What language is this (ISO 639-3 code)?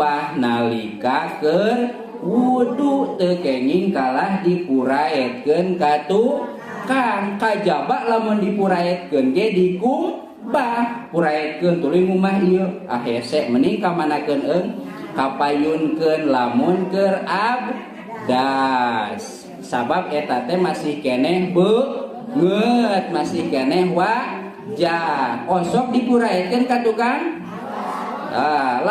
sun